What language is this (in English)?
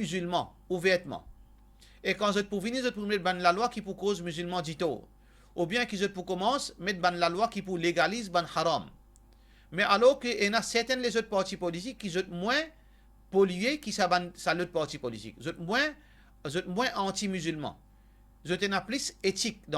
Morisyen